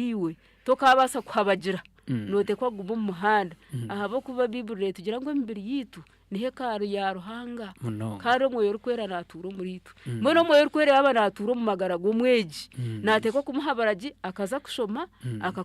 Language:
Nyankole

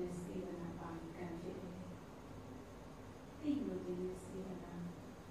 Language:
Burmese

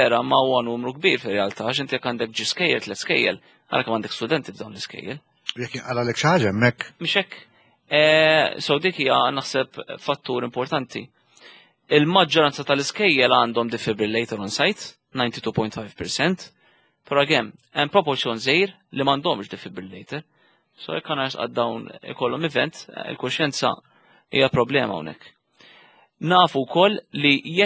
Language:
Maltese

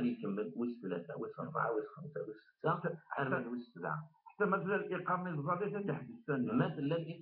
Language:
Kabyle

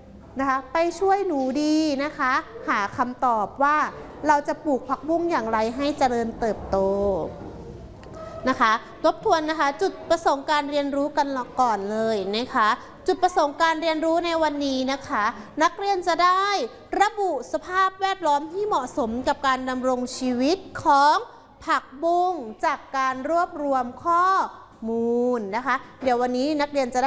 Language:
Thai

